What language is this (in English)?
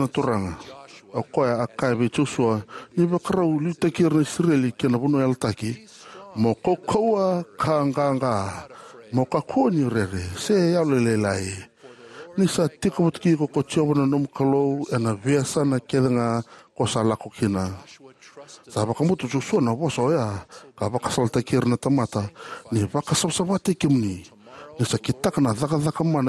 Fijian